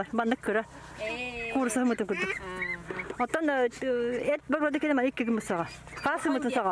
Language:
Yakut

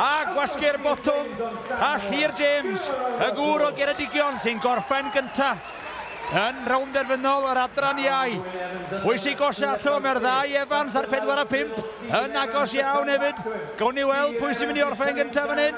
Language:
Welsh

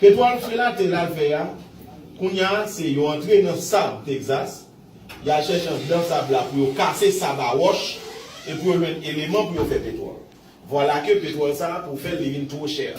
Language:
Haitian Creole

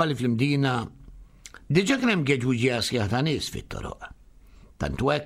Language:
Maltese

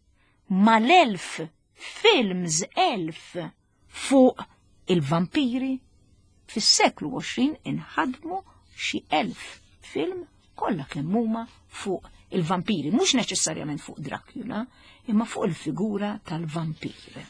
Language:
Maltese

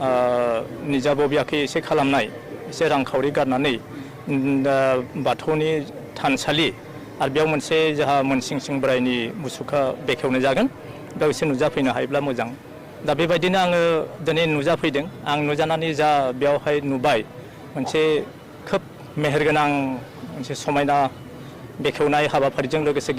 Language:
Bodo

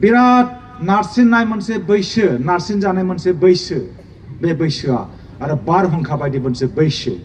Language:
Bodo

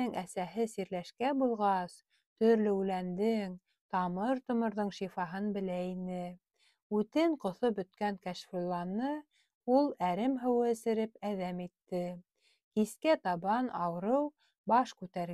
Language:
Bashkir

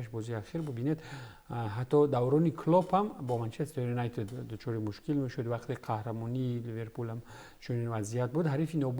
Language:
Tajik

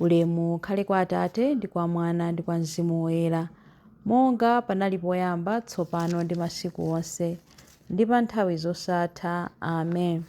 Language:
Nyanja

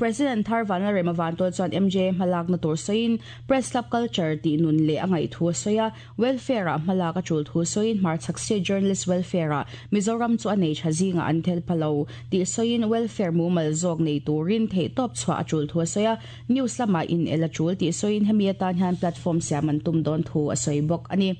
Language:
Mizo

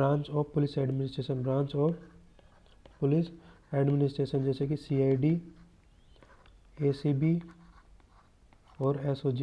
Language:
Hindi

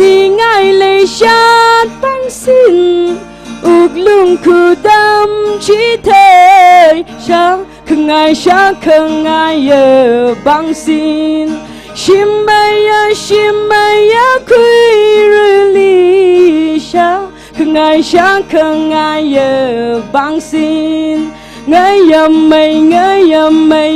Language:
Tangkhul Naga (India)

